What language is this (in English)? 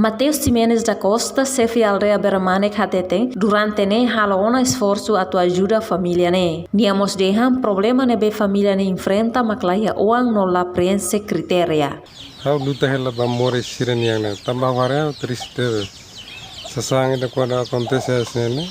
Tetum